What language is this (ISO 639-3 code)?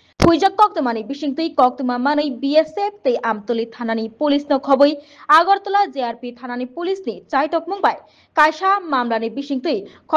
trp